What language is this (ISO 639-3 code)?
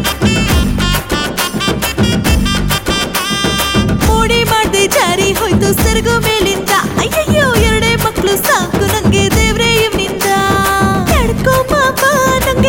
kan